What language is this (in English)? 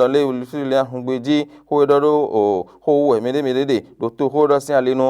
Fon